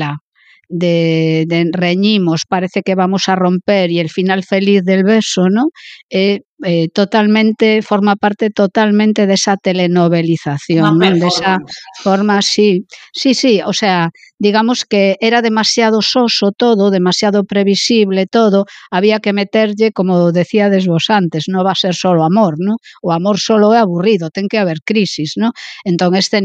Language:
Galician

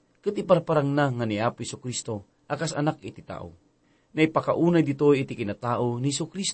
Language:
Iloko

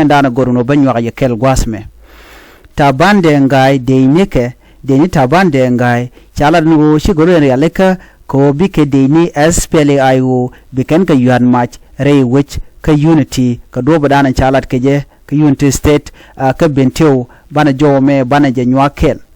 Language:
Nuer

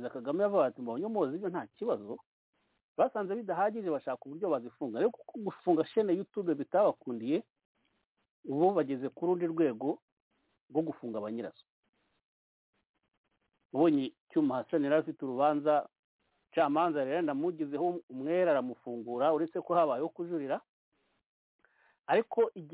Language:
Kinyarwanda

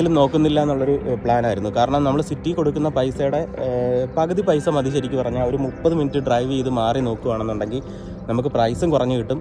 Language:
Malayalam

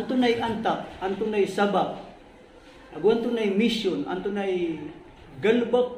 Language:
Maranao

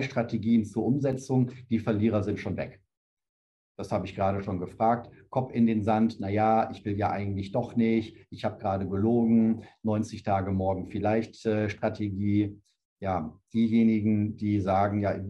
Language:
German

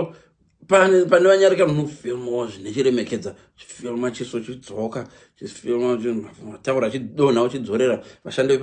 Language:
Shona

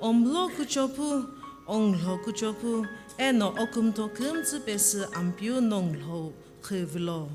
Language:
Sumi Naga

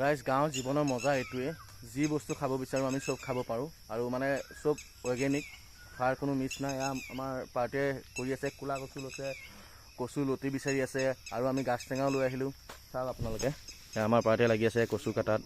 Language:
Assamese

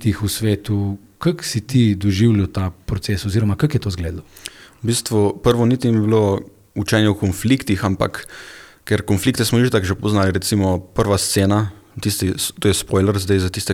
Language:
Slovenian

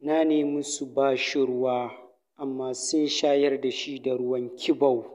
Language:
Hausa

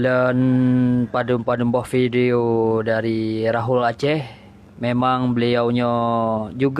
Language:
Achinese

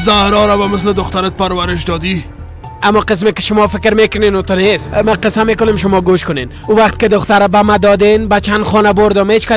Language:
Persian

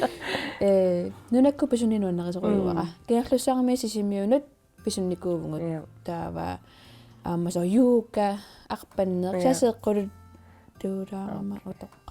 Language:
Kalaallisut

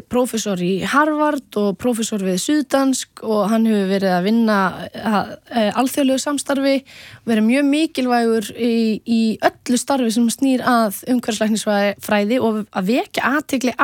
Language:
Icelandic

